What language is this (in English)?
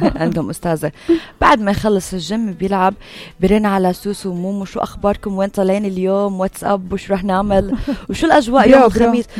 North Levantine Arabic